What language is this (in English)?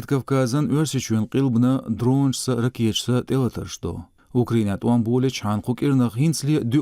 Chechen